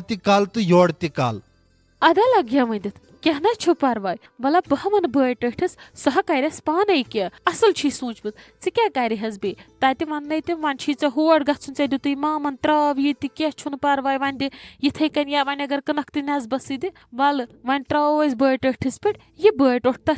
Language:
Kashmiri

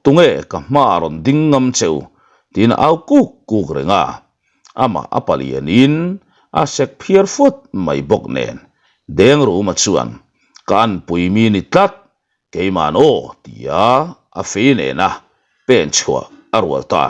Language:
Mizo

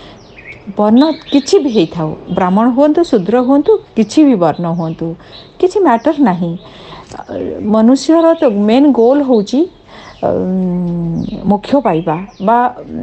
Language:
Odia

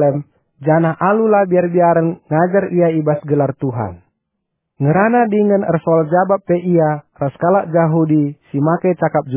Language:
Batak Karo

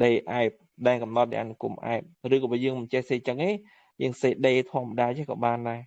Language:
Khmer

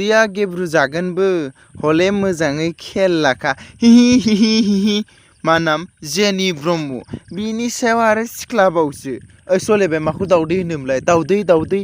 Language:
Bodo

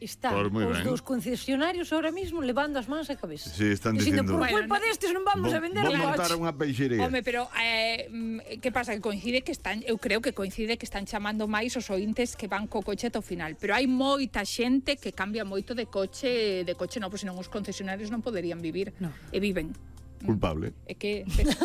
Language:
Galician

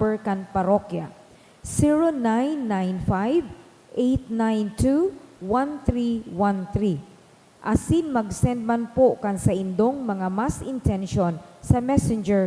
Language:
Bikol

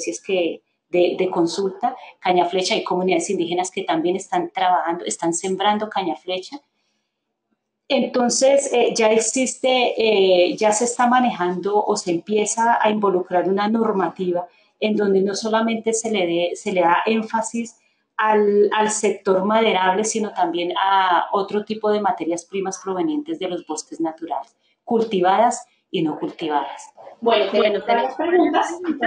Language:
Spanish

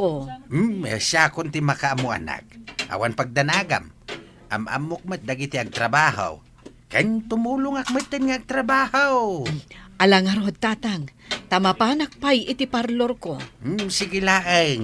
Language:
Iloko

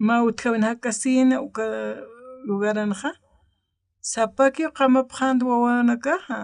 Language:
Aymara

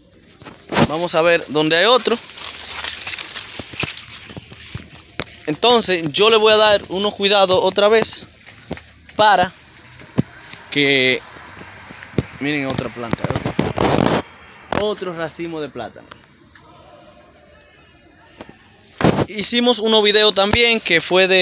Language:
Spanish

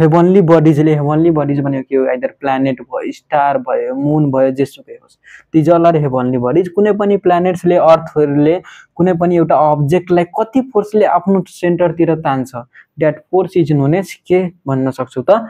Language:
Nepali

